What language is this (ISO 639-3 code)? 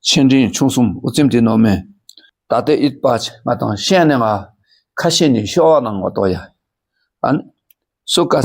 dka